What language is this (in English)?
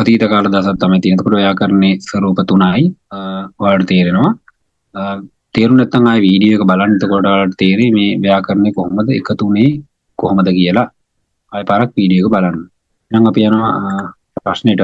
Sinhala